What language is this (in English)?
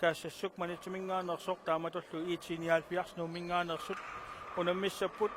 Kalaallisut